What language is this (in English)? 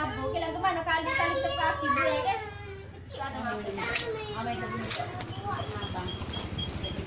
Malay